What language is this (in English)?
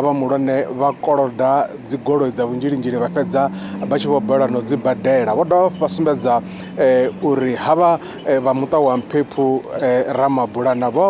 Venda